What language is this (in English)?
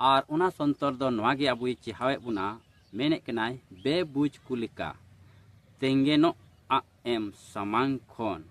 Santali